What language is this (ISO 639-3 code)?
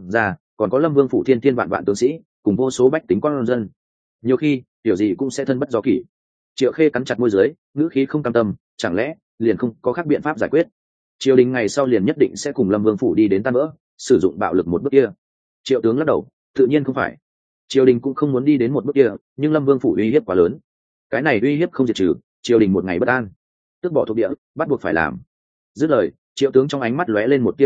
vie